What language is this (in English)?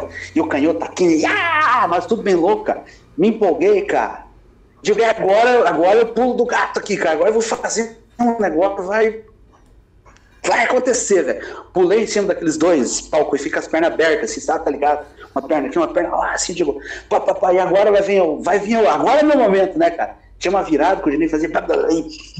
Portuguese